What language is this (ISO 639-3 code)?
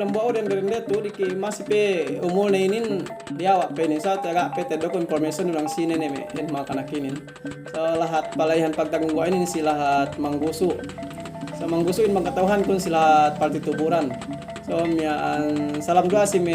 yka